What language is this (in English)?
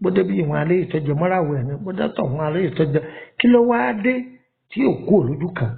Yoruba